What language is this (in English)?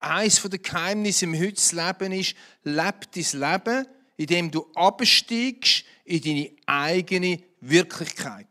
Swiss German